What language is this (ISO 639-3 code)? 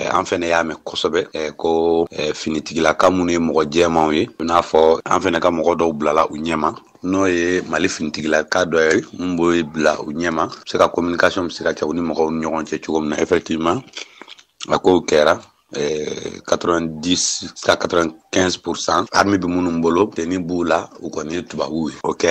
bam